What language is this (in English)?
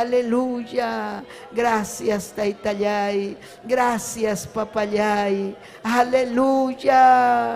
Ayacucho Quechua